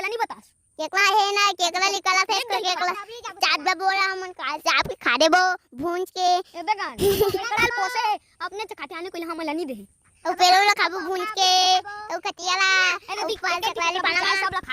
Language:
Chhattisgarhi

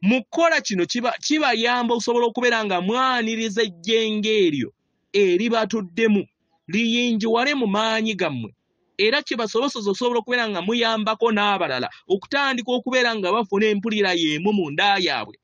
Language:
Ganda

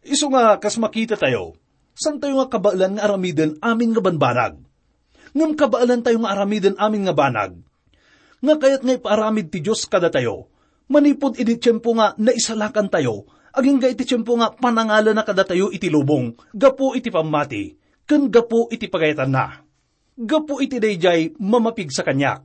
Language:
Iloko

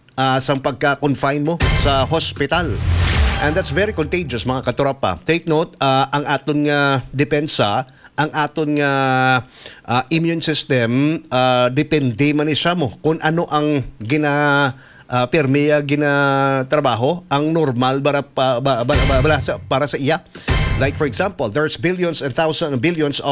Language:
Hiligaynon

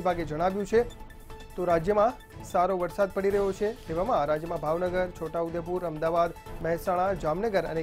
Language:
Gujarati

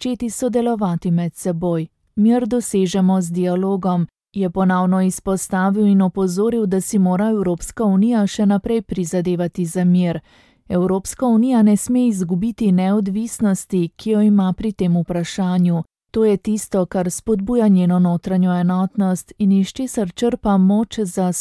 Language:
Slovenian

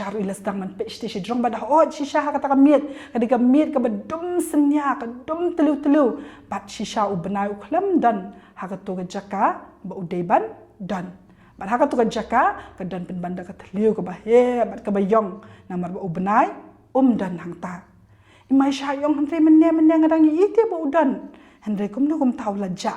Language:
Khasi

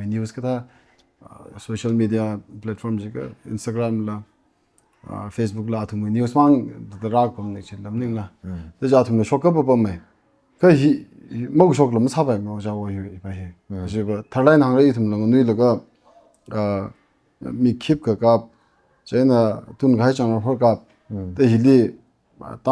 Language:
Tangkhul Naga (India)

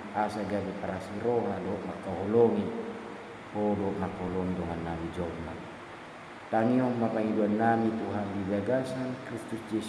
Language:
Batak Toba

